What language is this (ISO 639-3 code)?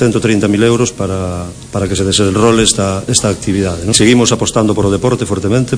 glg